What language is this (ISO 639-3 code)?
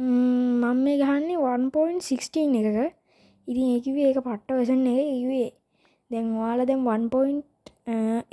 sin